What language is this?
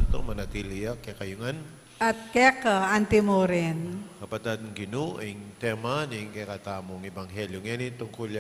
Pampanga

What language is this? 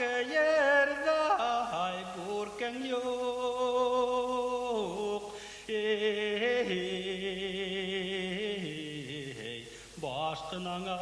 Bashkir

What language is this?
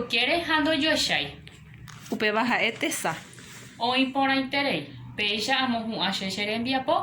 Guarani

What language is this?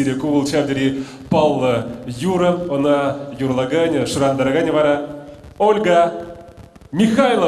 Chuvash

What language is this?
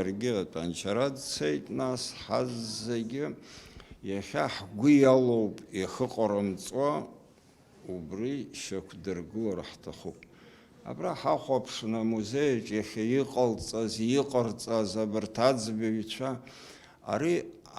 Abkhazian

